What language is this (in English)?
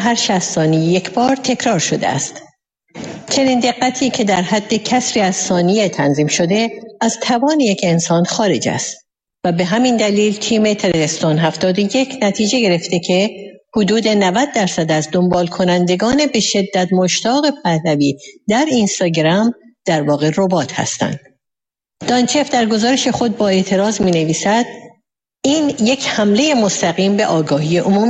Persian